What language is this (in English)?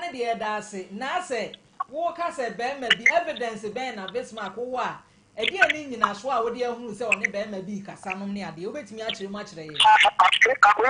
Akan